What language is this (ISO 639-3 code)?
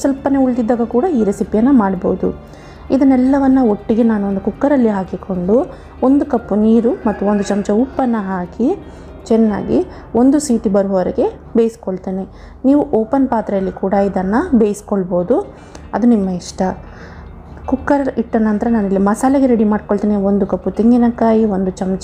kan